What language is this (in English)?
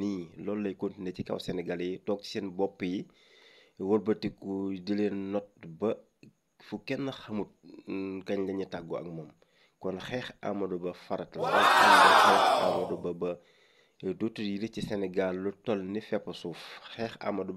Wolof